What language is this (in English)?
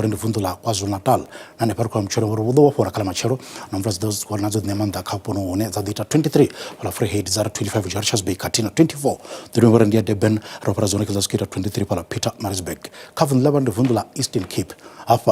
Venda